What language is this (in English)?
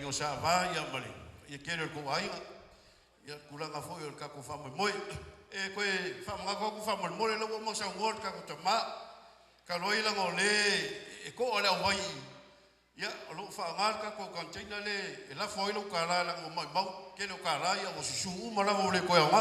Samoan